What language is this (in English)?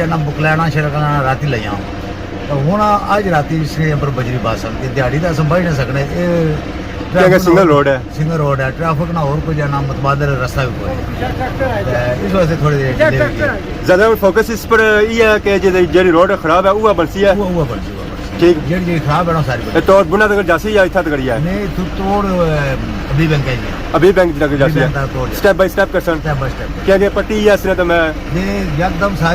Pahari-Potwari